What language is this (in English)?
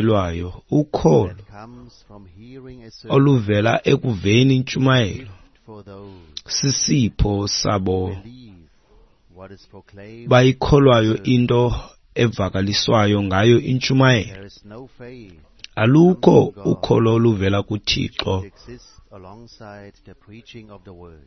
Xhosa